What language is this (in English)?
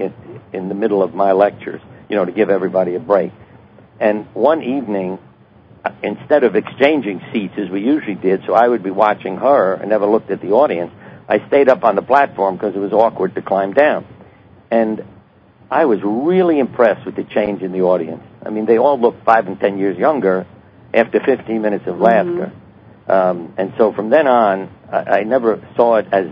English